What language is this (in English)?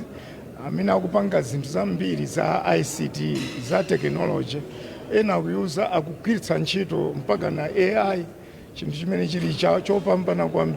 Nyanja